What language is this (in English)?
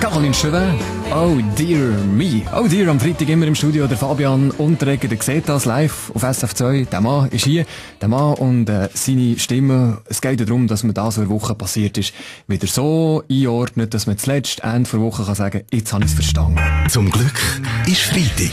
Swiss German